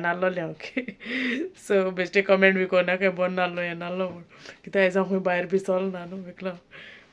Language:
Konkani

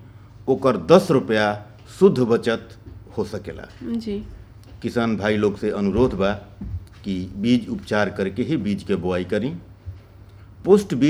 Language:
Bhojpuri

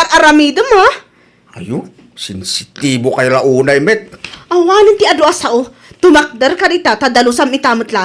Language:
Iloko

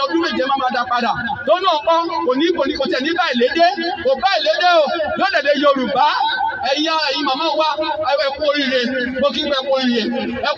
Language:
Yoruba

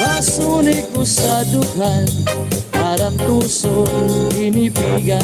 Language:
Waray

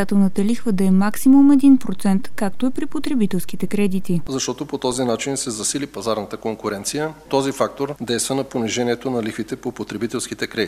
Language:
Bulgarian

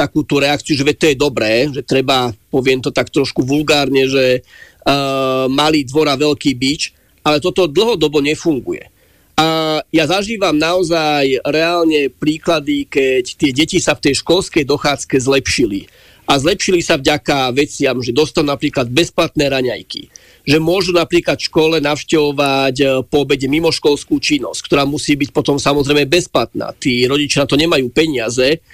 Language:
Slovak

